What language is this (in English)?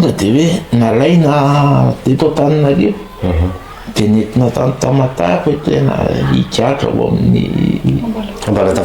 Malagasy